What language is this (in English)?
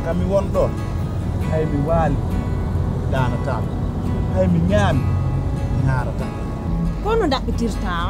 Pular